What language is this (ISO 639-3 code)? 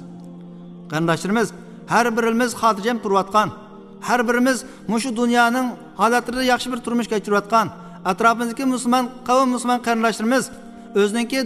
uig